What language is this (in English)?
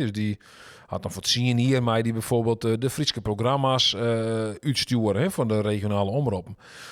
Western Frisian